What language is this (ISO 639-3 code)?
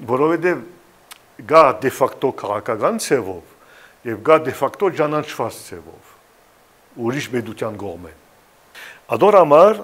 hyw